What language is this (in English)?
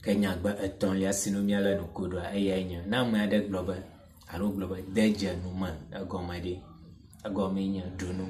Ewe